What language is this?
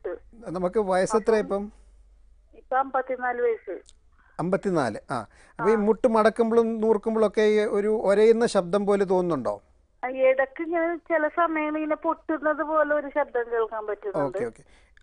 Malayalam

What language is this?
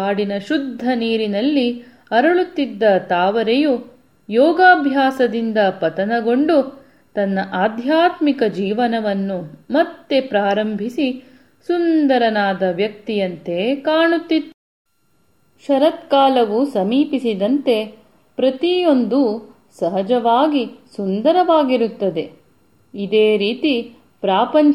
Kannada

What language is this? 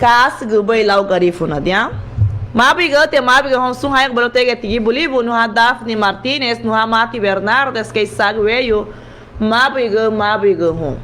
Garifuna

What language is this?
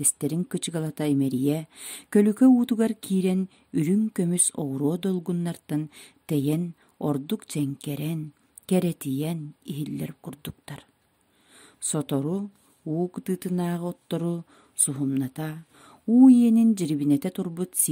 Yakut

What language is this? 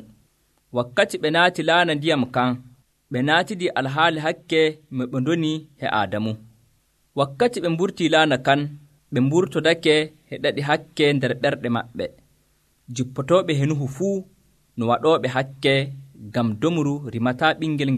Nigerian Fulfulde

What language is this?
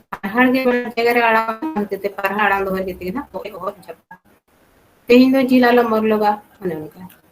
Santali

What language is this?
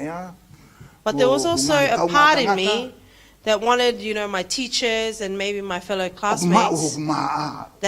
Tongan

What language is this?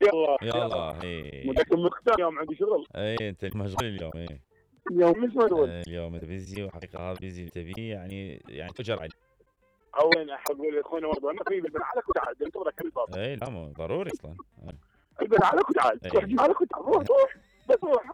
Mesopotamian Arabic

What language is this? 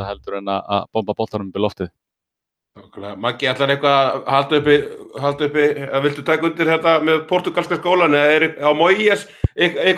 Icelandic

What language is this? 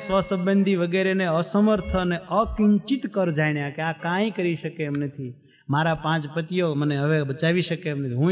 Gujarati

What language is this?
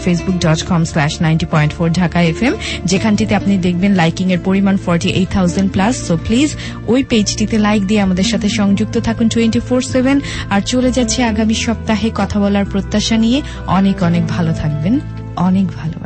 Bangla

